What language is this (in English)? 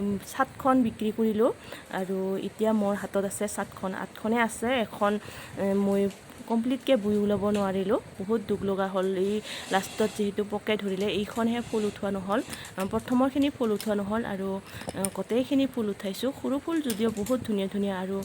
Assamese